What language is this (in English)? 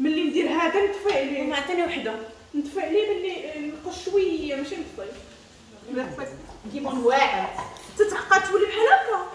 Moroccan Arabic